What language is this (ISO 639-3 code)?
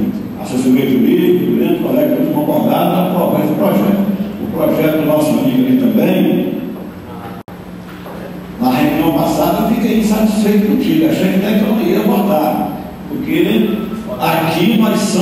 por